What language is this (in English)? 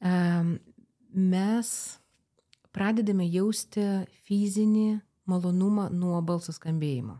Lithuanian